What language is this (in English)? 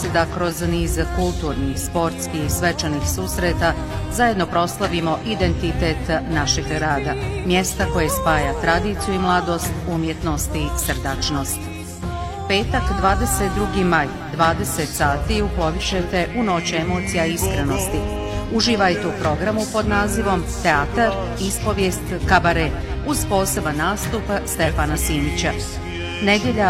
Bosnian